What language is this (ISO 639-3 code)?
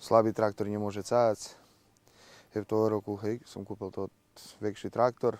rue